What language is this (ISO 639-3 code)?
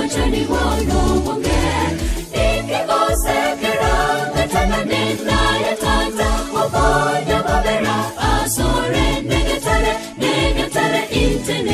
guz